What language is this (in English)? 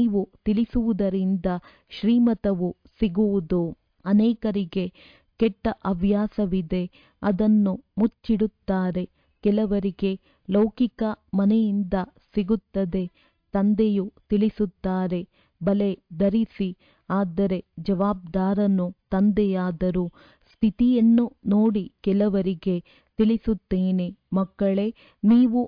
Kannada